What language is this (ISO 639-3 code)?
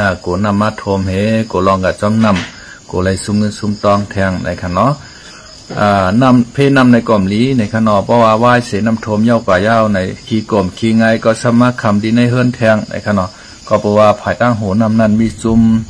shn